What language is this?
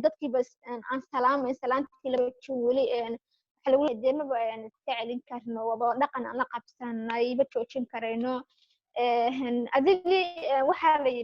Somali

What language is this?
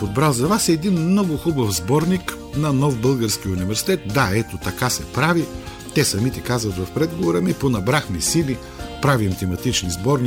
Bulgarian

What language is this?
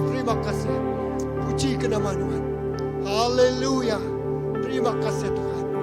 Iban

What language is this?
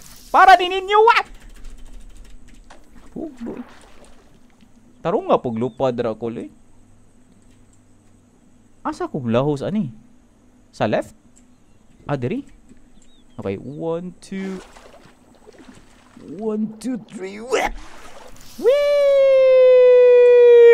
Cebuano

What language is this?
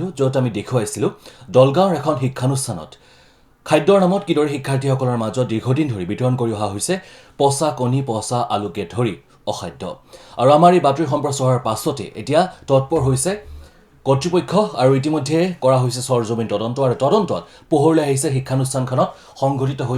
Assamese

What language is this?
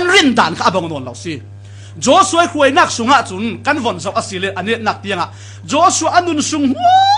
Falam Chin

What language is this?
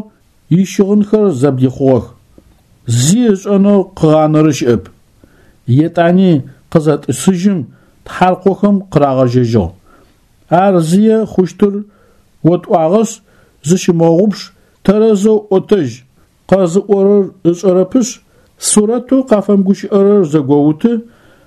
Adyghe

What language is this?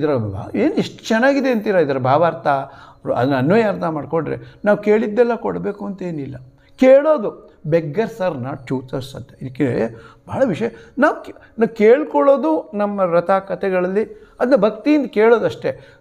Kannada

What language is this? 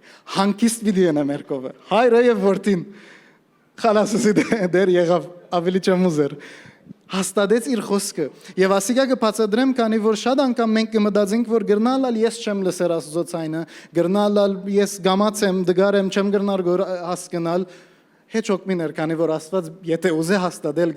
Western Armenian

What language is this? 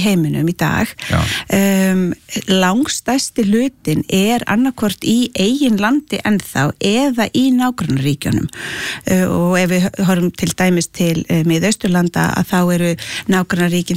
Icelandic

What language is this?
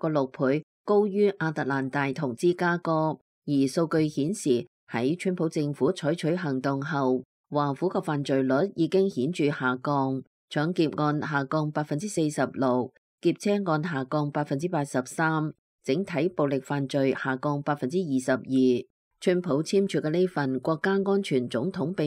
Cantonese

